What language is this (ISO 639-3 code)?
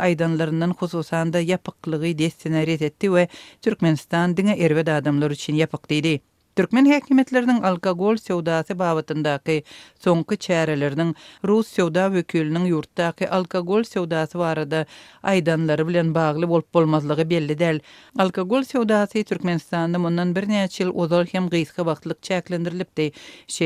tuk